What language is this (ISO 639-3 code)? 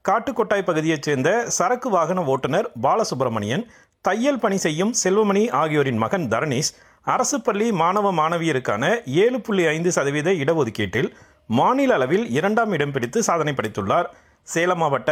tam